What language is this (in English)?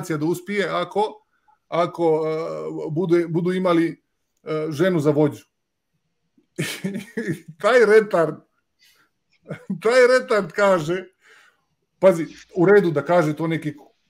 Croatian